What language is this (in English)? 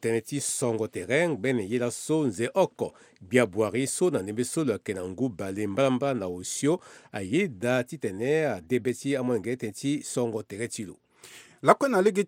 Sango